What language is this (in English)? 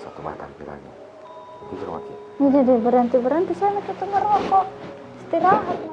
Makassar Malay